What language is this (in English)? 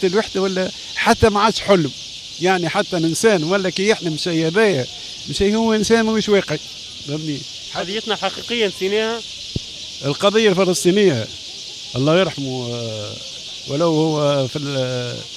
Tunisian Arabic